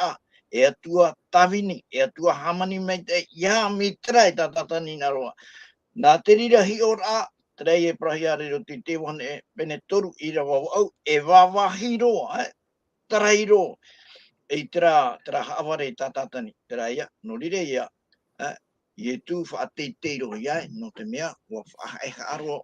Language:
Tahitian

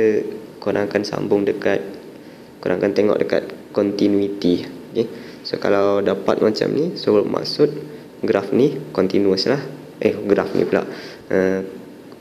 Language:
Malay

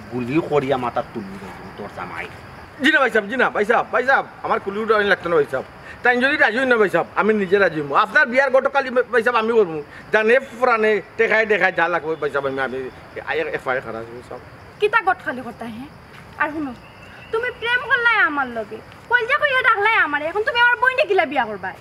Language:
Sylheti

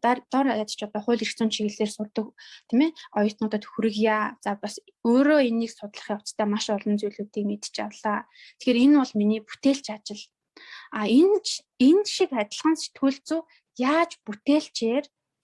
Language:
Mongolian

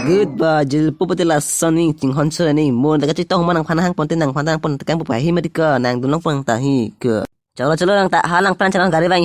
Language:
Karbi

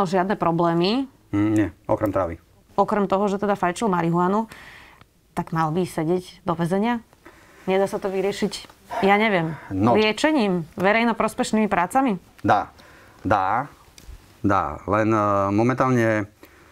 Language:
Slovak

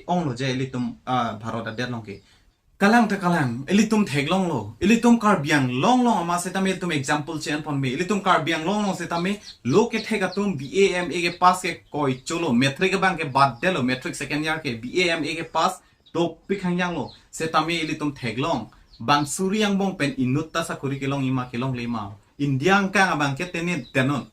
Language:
Karbi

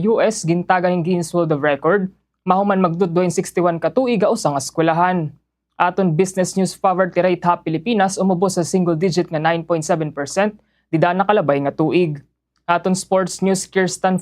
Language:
Waray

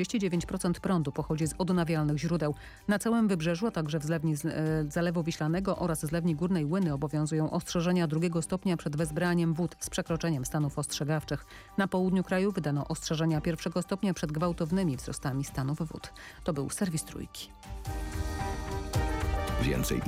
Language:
Polish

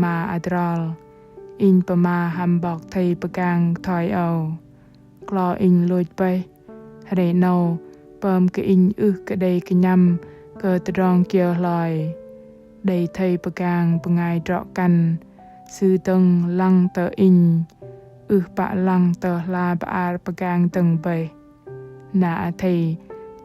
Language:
Bahnar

